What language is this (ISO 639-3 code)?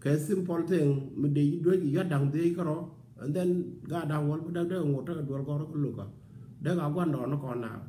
nus